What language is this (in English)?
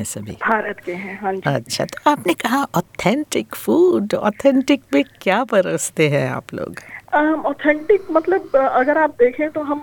Hindi